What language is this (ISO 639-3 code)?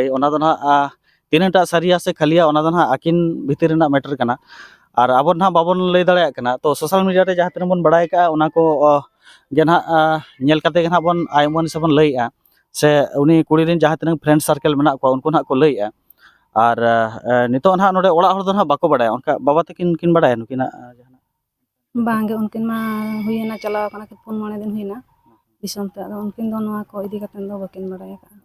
sat